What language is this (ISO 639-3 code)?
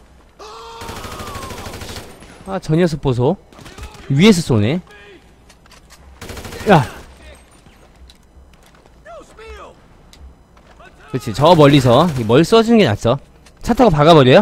kor